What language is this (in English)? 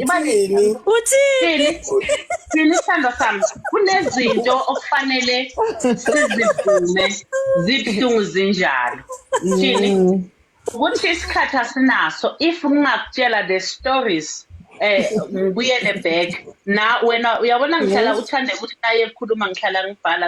Zulu